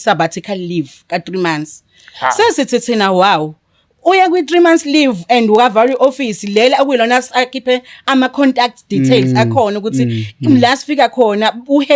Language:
Zulu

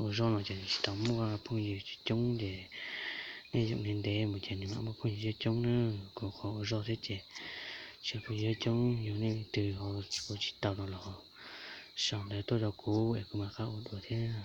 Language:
Hmong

